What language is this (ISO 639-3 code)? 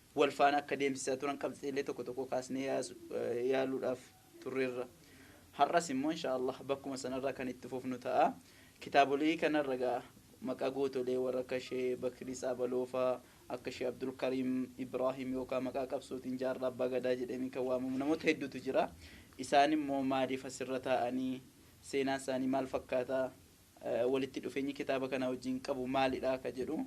orm